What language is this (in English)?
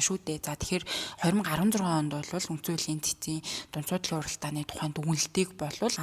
Mongolian